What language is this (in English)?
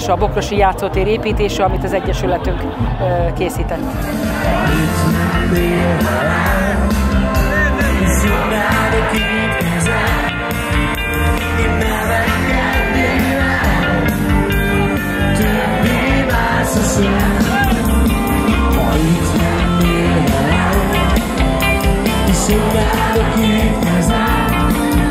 Hungarian